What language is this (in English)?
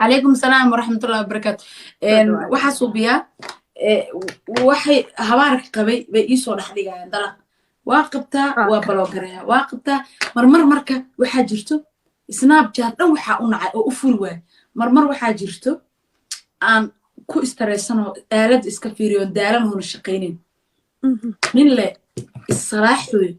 Somali